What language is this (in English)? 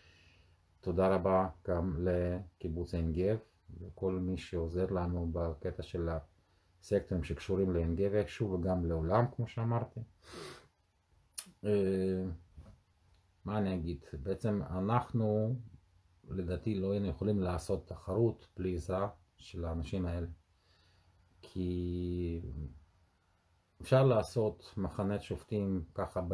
Hebrew